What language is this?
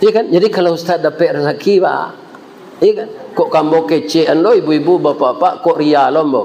Minangkabau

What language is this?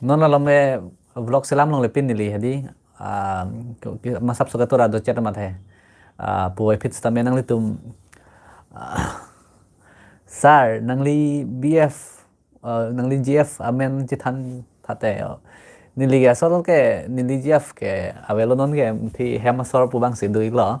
Karbi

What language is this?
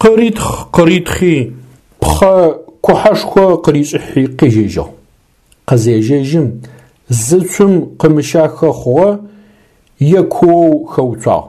Adyghe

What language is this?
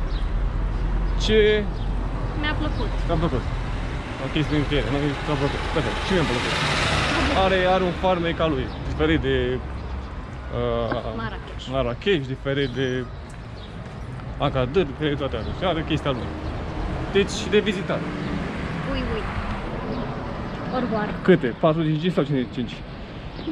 Romanian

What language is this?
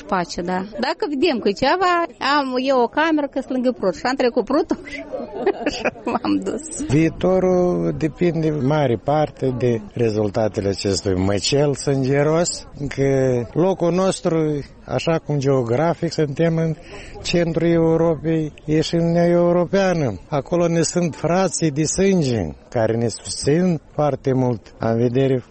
Romanian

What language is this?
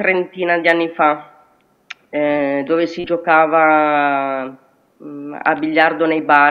Italian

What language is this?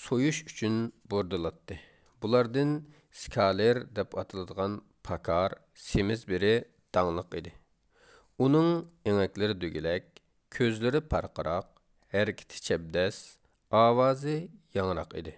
Uyghur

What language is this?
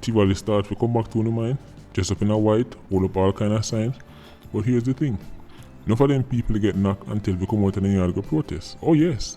Jamaican Creole English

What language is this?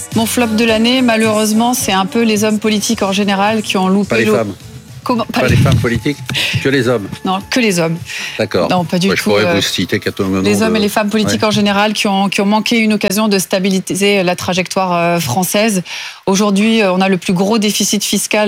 French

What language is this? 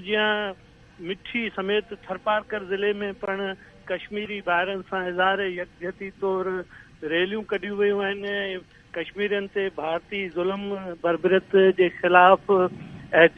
Sindhi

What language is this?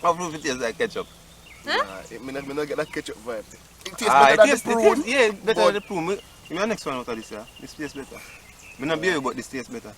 Jamaican Creole English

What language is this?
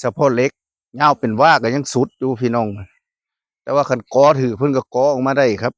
Northeastern Thai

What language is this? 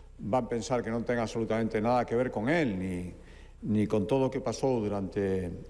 Galician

